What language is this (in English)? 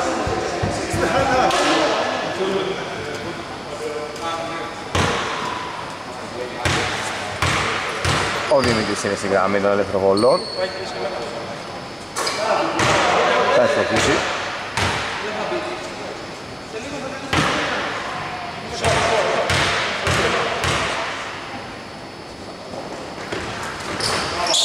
Greek